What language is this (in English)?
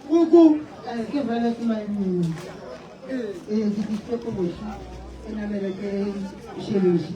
Northern Sotho